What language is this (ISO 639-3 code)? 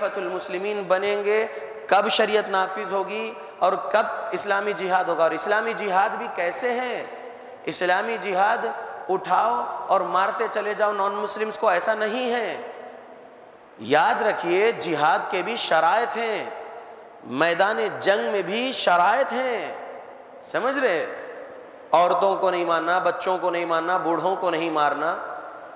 urd